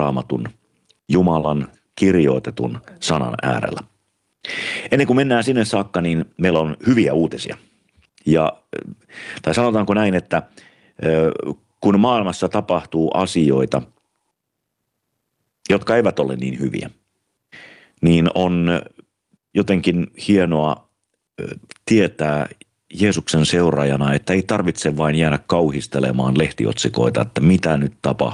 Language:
Finnish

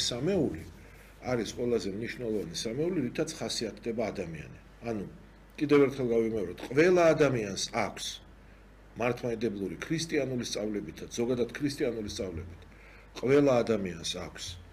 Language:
Georgian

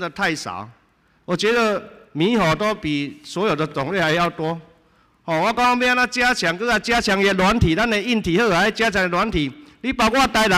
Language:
Chinese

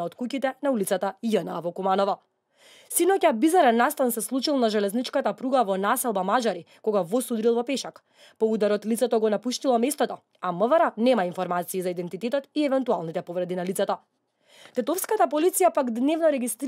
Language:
Macedonian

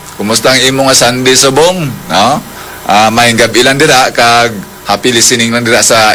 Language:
Hiligaynon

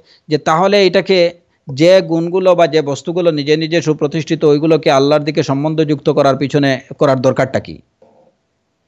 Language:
Bangla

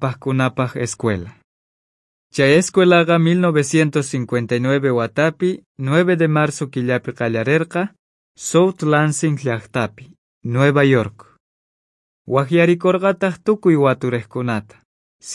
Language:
South Bolivian Quechua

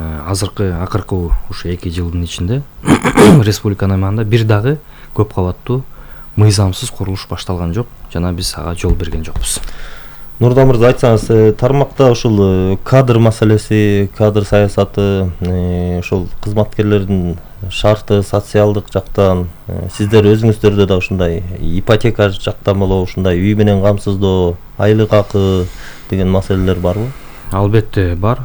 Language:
Kyrgyz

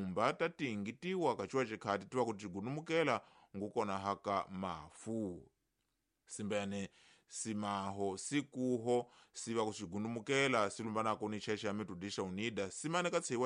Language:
Tsonga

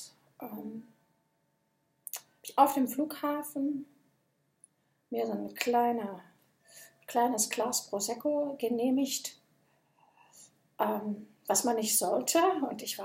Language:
German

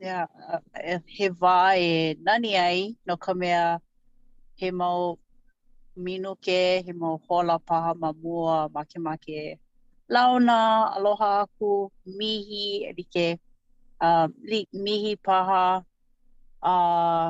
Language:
Hawaiian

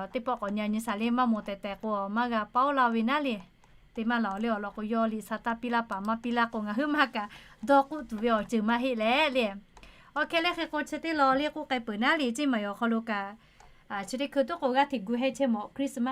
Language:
Lahu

